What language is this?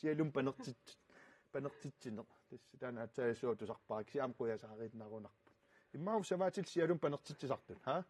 Kalaallisut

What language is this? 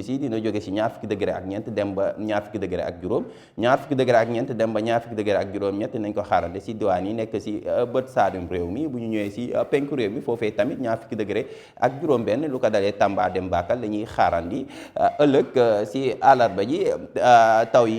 Wolof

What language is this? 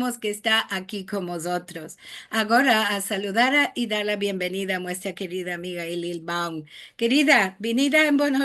Ladino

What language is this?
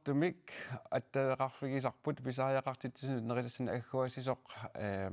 Kalaallisut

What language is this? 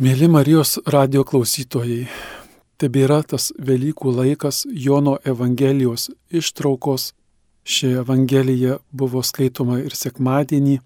Lithuanian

